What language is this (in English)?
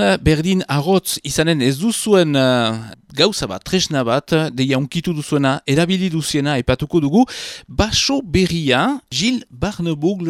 Basque